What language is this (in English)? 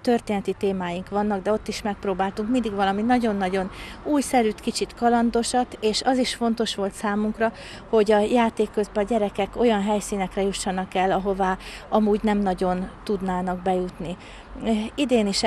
Hungarian